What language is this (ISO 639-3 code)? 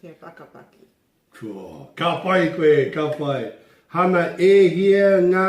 mri